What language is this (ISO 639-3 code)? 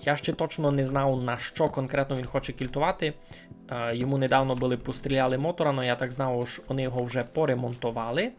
rue